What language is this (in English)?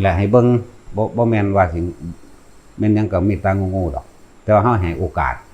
Lao